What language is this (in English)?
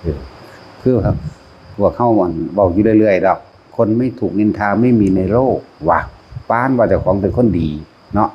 Northeastern Thai